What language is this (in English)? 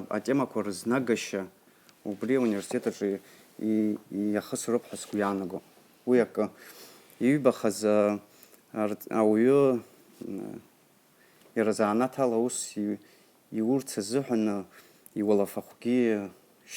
Abkhazian